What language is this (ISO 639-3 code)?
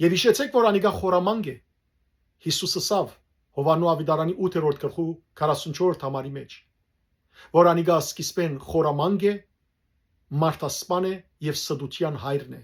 hyw